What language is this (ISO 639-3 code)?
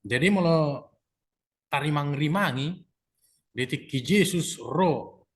bbc